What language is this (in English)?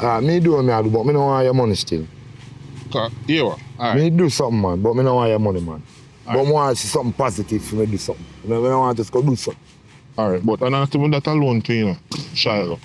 Jamaican Creole English